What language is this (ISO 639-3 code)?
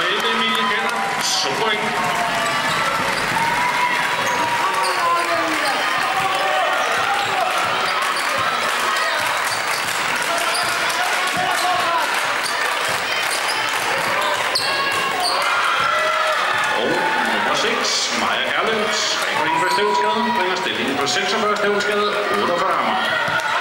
dan